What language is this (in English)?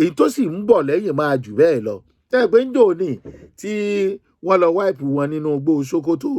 Yoruba